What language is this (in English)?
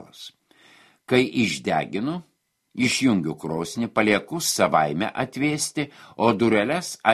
Lithuanian